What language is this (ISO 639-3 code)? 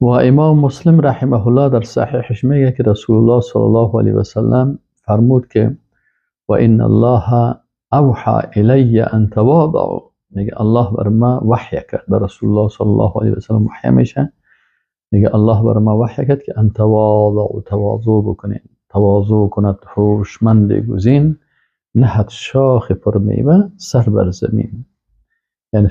fas